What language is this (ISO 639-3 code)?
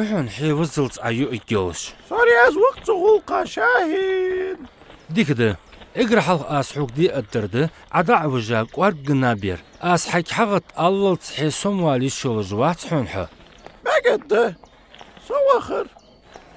inh